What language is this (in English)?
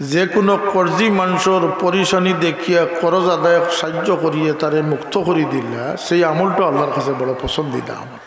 Sylheti